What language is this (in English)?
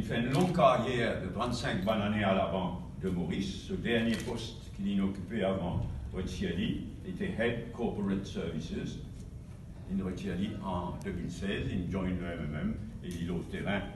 Morisyen